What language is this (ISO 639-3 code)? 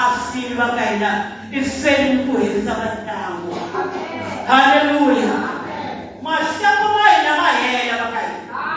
tso